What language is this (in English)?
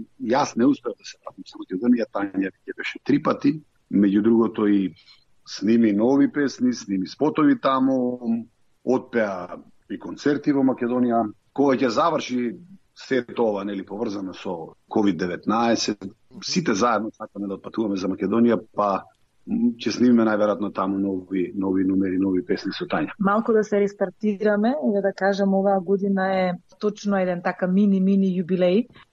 Macedonian